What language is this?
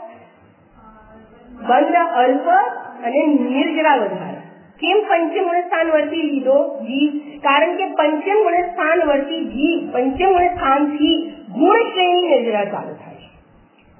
Gujarati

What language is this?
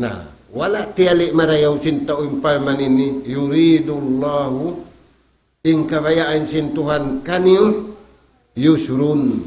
Tausug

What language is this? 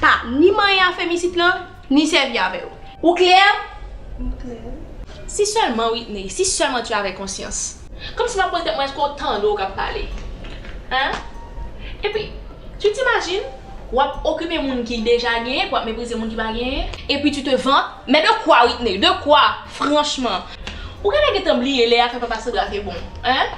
Haitian Creole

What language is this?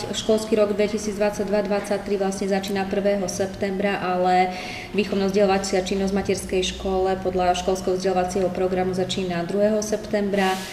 Slovak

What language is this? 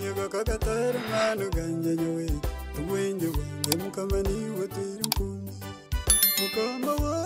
Nyankole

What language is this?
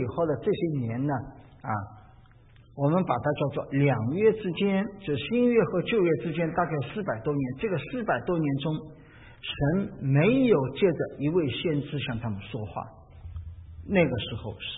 Chinese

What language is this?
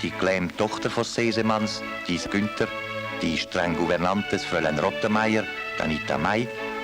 Swiss German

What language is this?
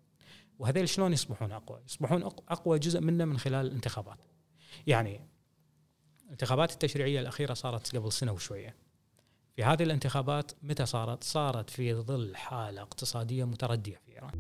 Gulf Arabic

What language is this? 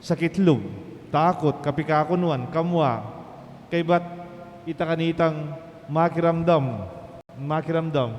Pampanga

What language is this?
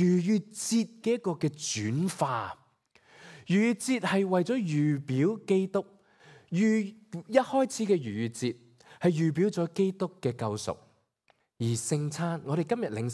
Cantonese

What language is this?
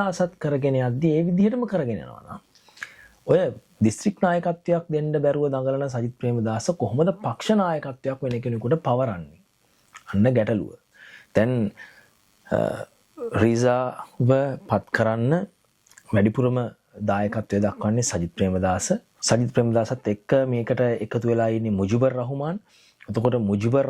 Sinhala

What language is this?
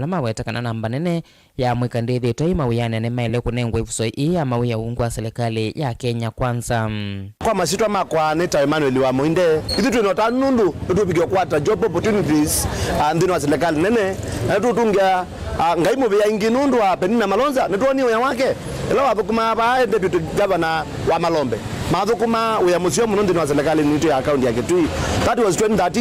Kamba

